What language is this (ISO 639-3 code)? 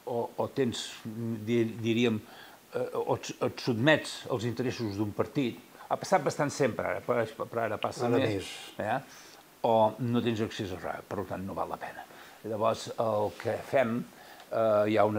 cat